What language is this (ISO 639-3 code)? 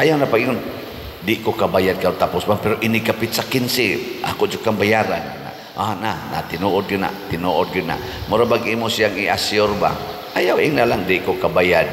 ceb